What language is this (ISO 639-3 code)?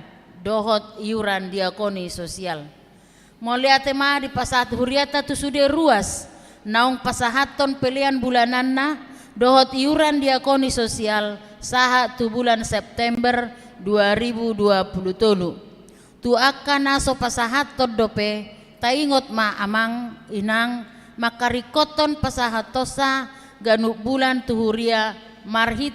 bbc